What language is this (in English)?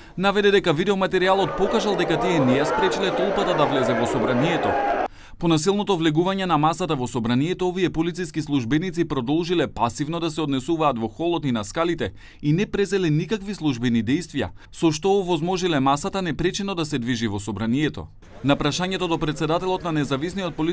Macedonian